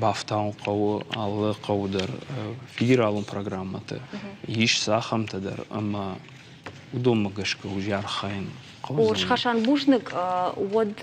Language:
Ossetic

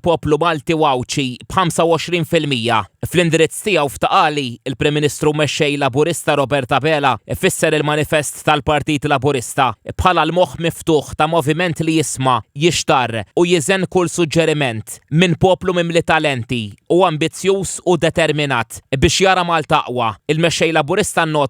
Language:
Maltese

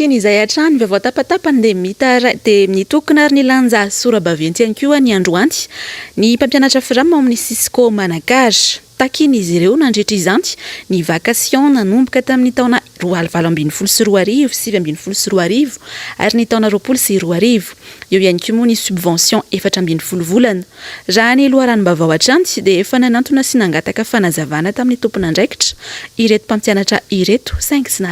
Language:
Malagasy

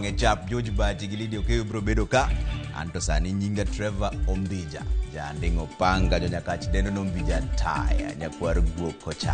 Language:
Luo (Kenya and Tanzania)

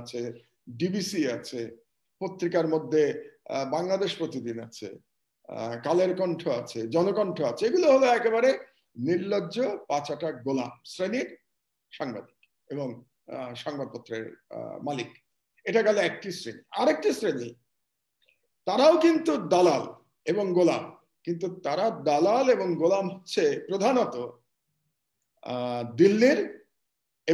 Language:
Bangla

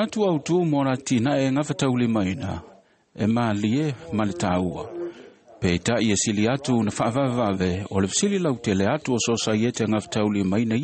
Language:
Samoan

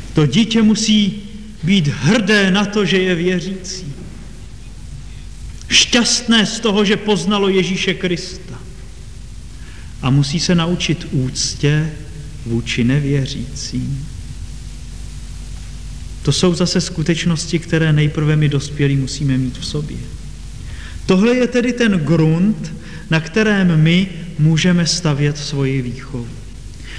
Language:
Czech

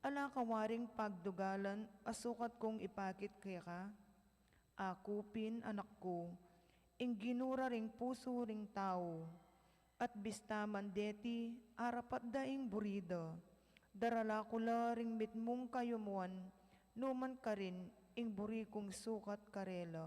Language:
Pampanga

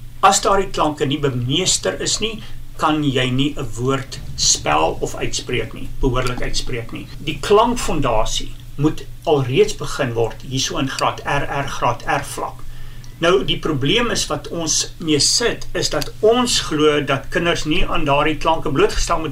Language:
Afrikaans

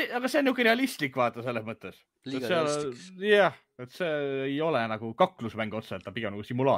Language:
Estonian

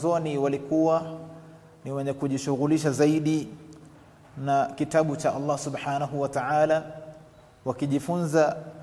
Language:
Swahili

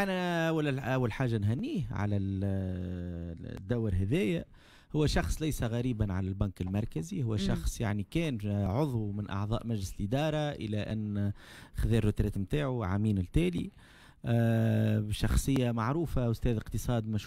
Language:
Tunisian Arabic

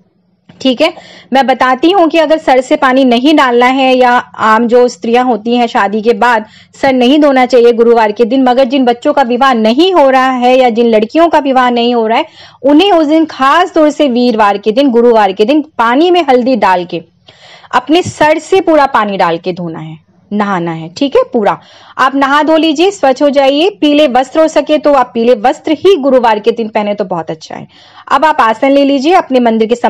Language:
Hindi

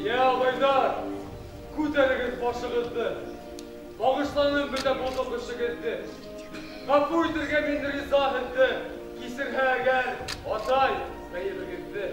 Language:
Bashkir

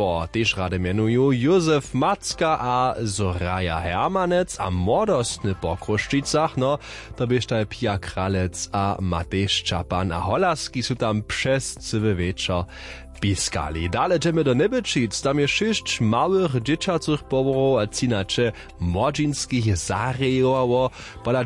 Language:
Upper Sorbian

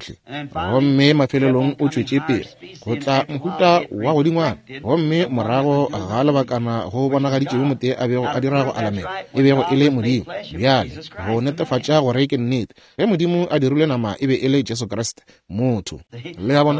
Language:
Northern Sotho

